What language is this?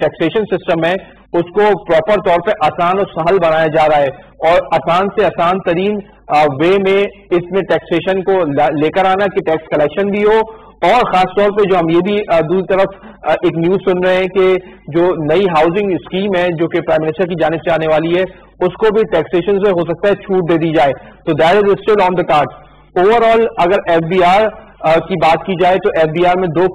Urdu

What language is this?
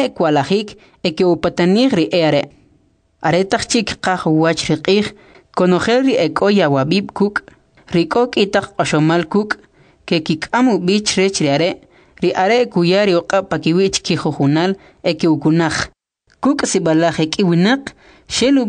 Kʼicheʼ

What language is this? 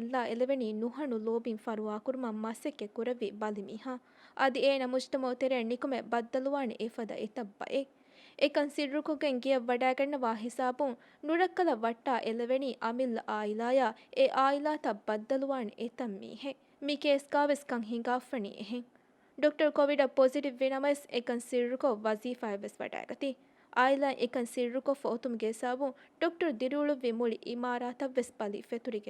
Divehi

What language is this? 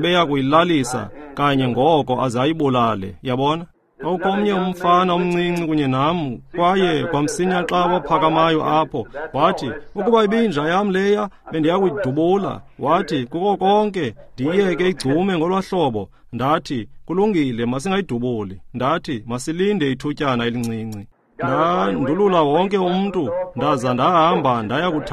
Xhosa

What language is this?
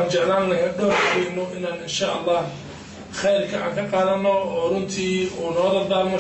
Somali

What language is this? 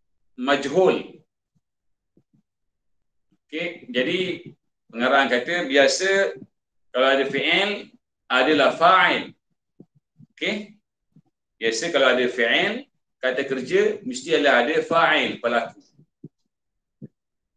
Malay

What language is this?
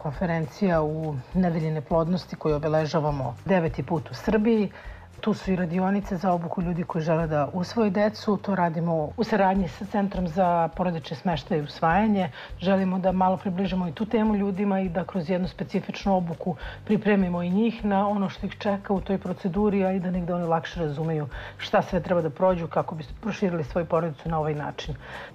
Serbian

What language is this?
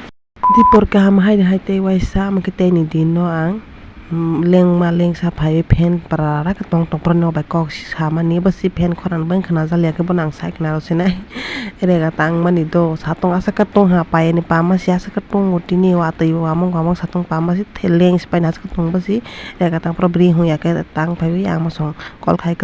Kok Borok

